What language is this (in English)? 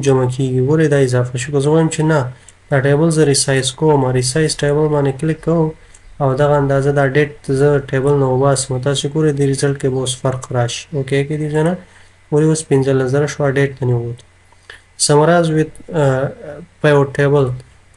Pashto